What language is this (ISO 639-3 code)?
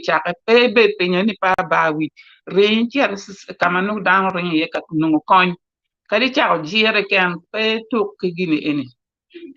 ach